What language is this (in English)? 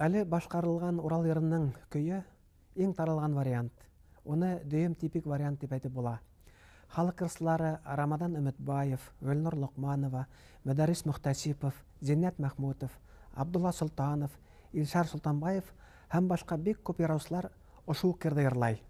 Bashkir